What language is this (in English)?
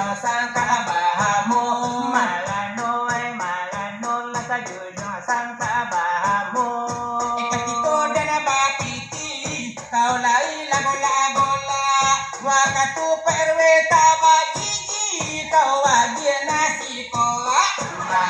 Minangkabau